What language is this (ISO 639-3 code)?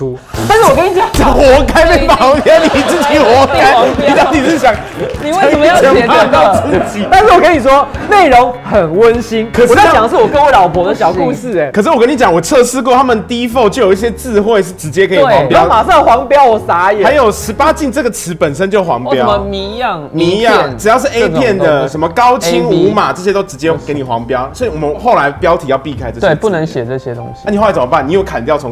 zho